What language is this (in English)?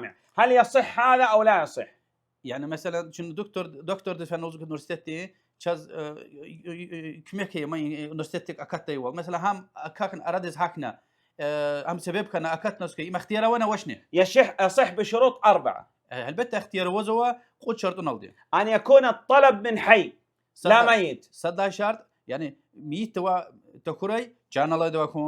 Lezghian